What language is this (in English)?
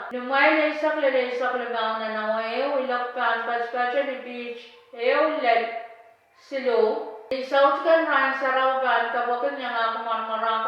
Pohnpeian